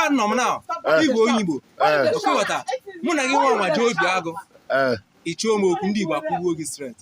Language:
Igbo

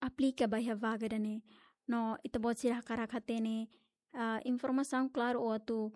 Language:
Tetum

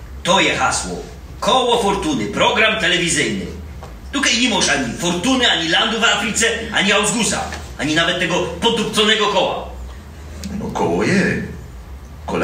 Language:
Silesian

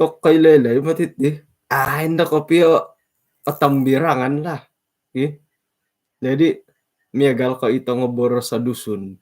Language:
Central Dusun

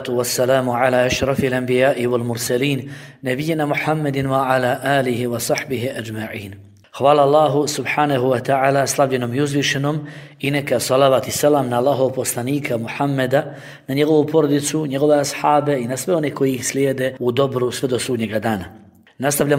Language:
Bosnian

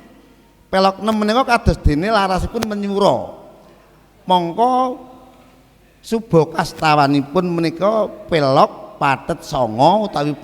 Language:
Javanese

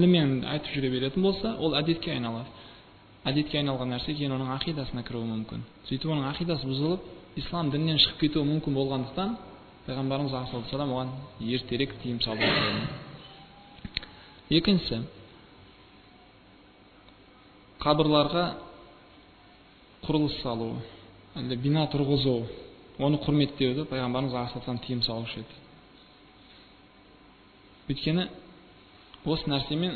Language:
Kazakh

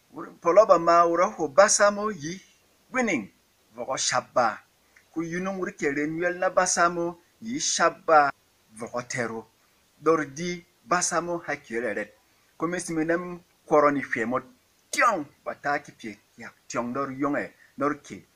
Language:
Berom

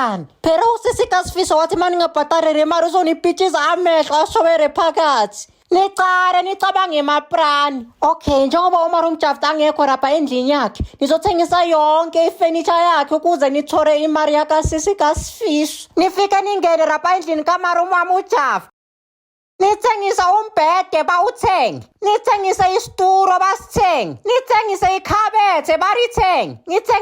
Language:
Zulu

